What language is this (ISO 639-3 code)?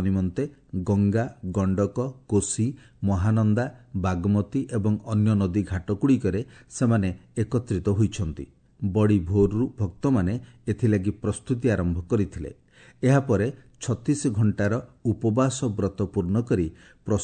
ori